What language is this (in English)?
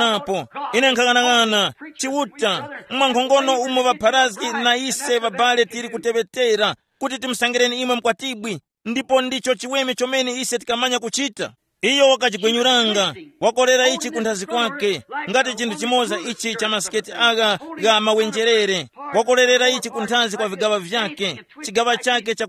Tumbuka